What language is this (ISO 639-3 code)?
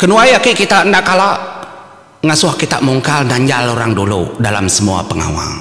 iba